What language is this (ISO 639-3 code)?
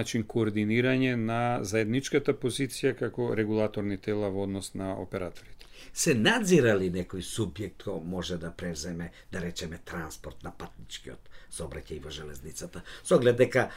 mkd